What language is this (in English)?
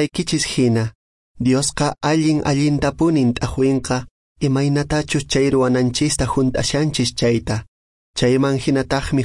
Quechua